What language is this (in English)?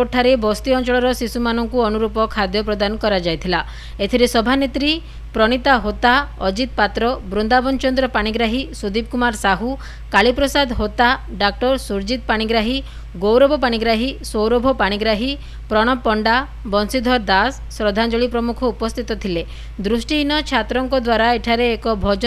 Odia